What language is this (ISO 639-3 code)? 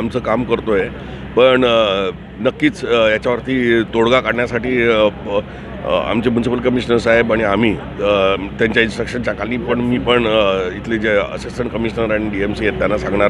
mar